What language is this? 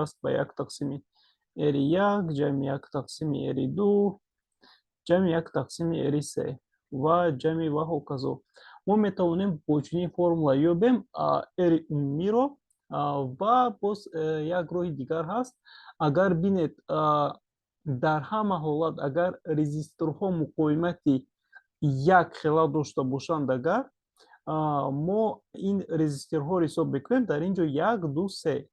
Tajik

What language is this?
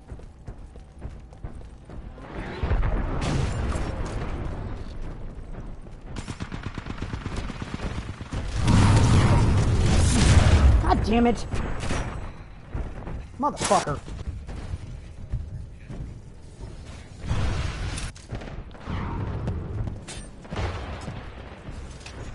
English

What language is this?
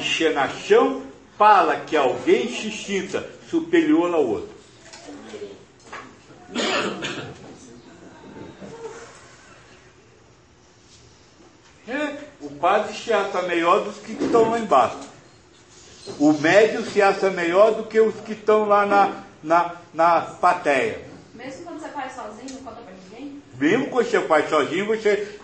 Portuguese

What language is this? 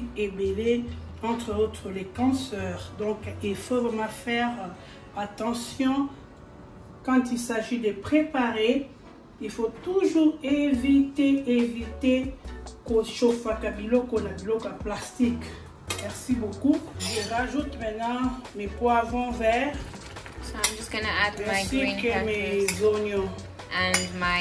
French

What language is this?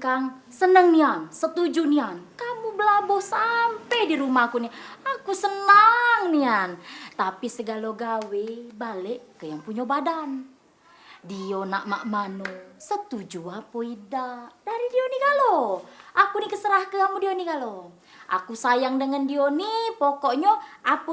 Musi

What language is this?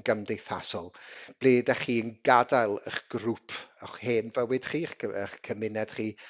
Welsh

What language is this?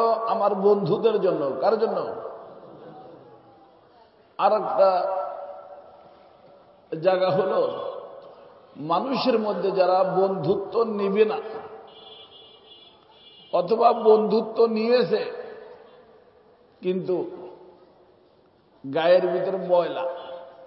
Bangla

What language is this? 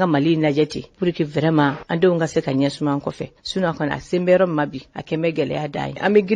Bambara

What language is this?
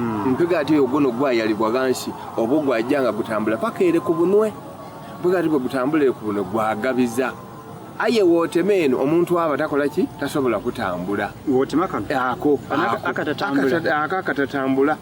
Soga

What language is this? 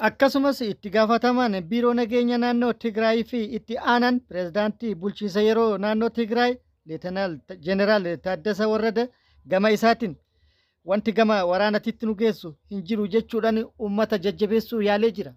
Oromo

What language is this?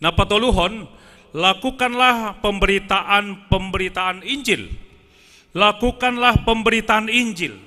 Batak Simalungun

